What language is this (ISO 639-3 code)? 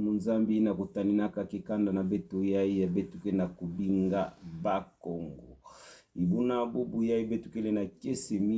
ktu